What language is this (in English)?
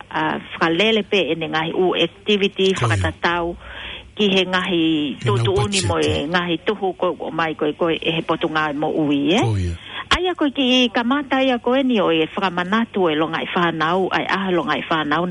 Tongan